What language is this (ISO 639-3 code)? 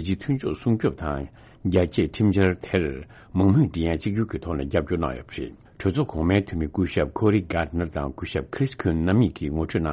bod